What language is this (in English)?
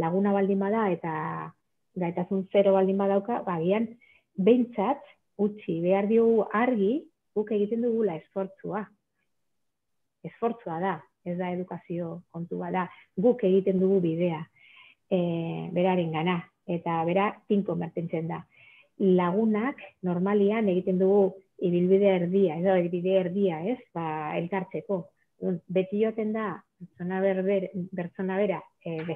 Basque